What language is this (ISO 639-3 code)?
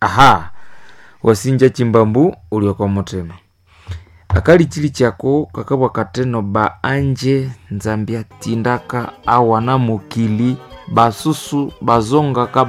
nnb